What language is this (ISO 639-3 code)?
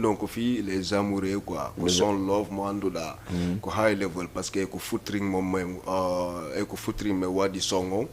ful